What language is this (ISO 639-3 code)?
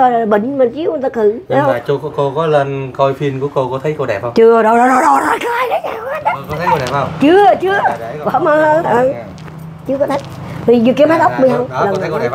vie